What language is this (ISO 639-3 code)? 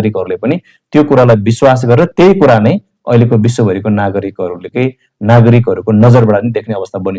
nep